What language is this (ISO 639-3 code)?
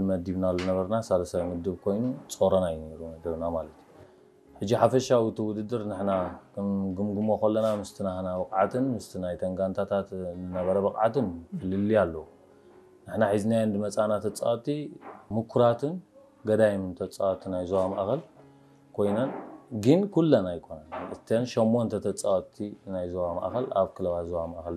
tir